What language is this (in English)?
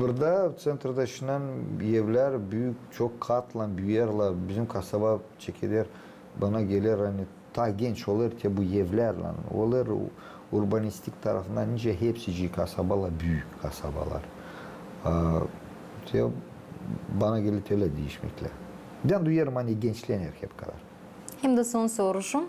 Gagauz